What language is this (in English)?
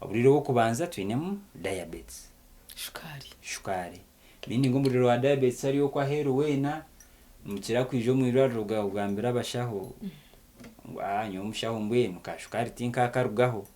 Nyankole